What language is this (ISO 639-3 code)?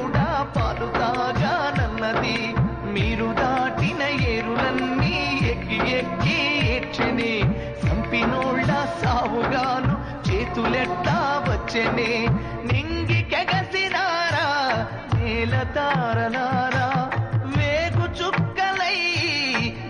tel